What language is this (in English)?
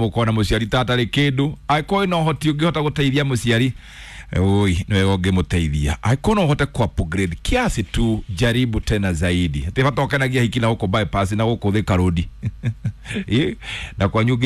Kikuyu